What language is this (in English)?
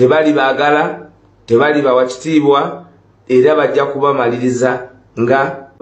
Ganda